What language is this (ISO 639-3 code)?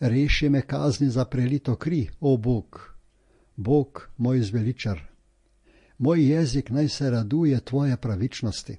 slv